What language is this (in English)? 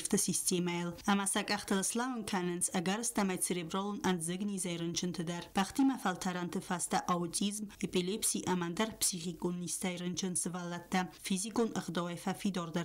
Ossetic